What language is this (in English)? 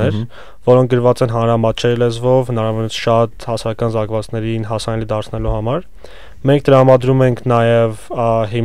Armenian